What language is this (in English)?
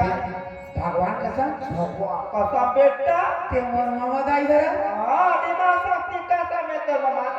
Chhattisgarhi